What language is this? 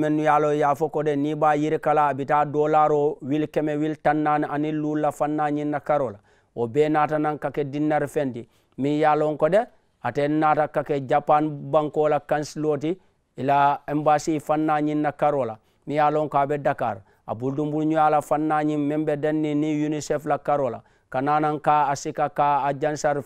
Mandingo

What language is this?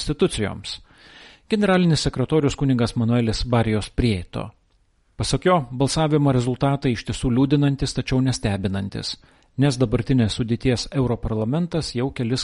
Lithuanian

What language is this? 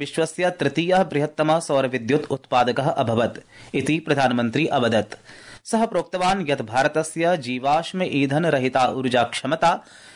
Sanskrit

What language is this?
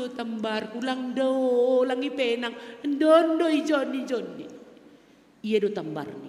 Batak Simalungun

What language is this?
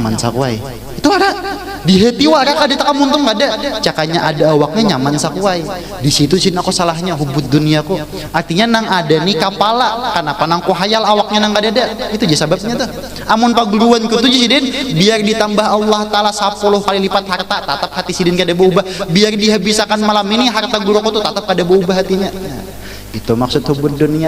Banjar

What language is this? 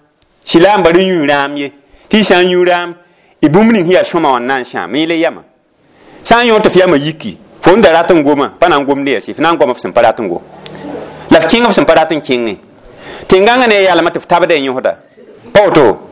Mossi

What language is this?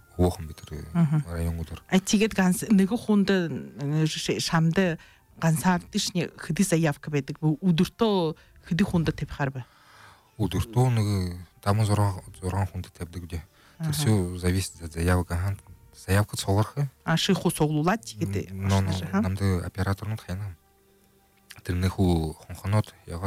Buriat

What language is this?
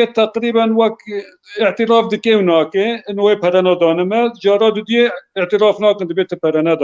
Kurdish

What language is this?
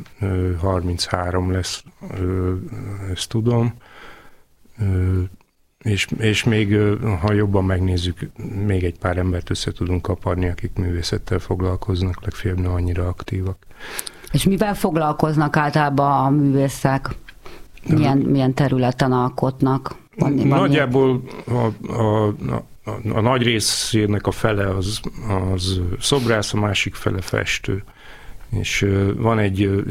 Hungarian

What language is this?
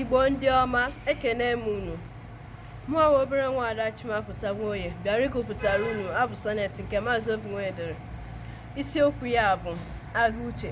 Igbo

